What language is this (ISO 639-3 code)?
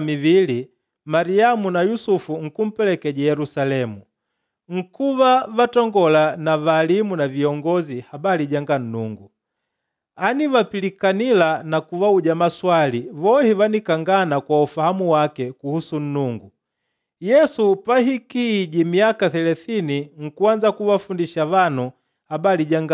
kde